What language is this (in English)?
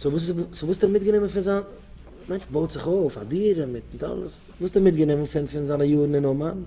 Yiddish